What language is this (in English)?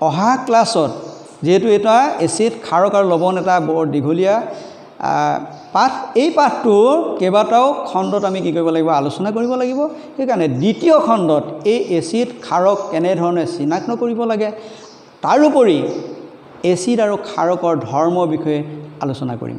Assamese